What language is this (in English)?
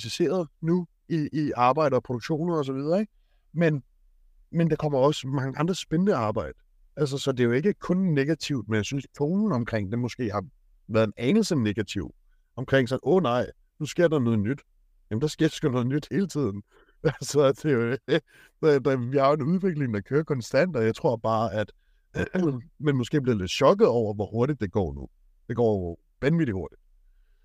Danish